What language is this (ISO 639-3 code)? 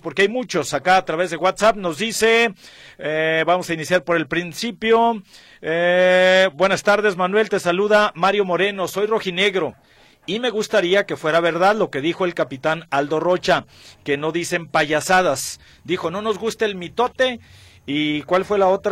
spa